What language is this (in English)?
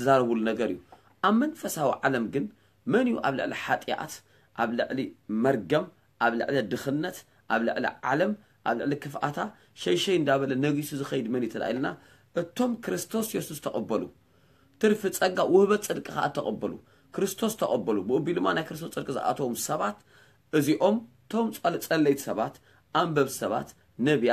Tigrinya